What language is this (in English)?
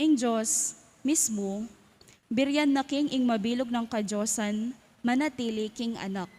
Pampanga